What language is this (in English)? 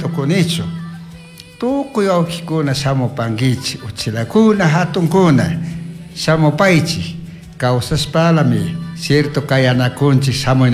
Chimborazo Highland Quichua